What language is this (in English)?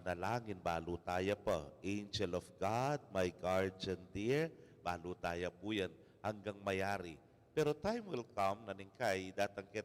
Pampanga